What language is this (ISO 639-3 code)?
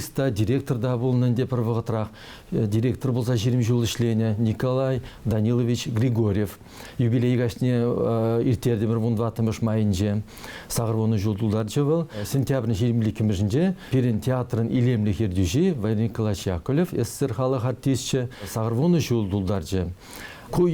chv